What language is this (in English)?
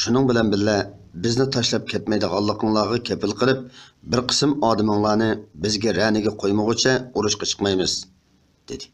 Uyghur